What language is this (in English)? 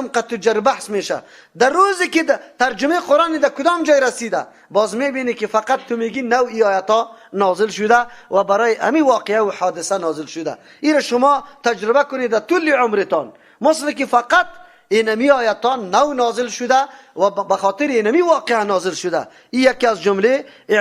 Persian